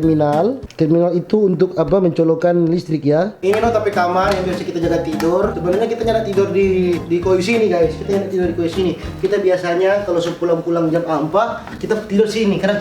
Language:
Manado Malay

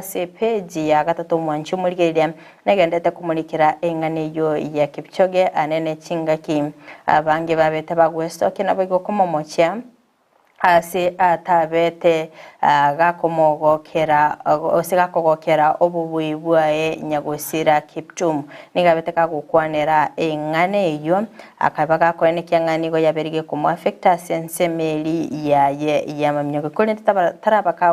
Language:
Gusii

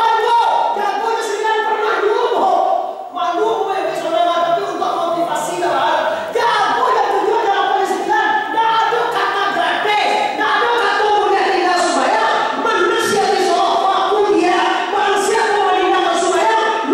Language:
Minangkabau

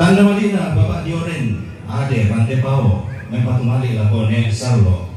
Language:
Toraja-Sa'dan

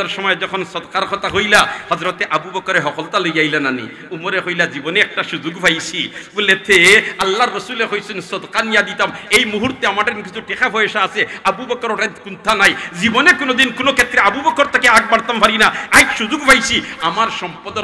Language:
Sylheti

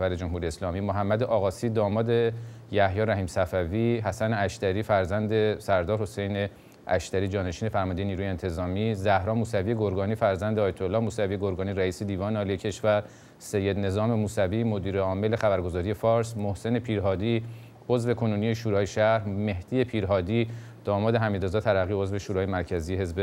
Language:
Persian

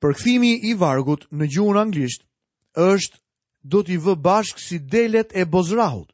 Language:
Albanian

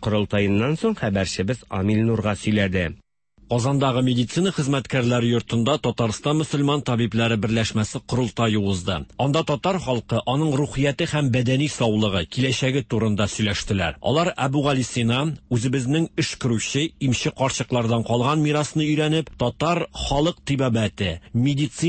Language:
Tatar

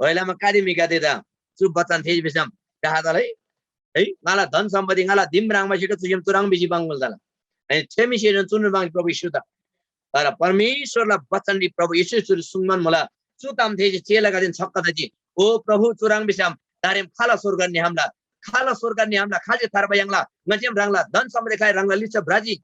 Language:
Eastern Tamang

